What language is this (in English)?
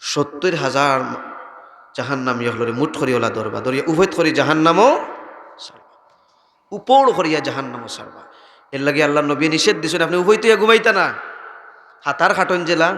Sylheti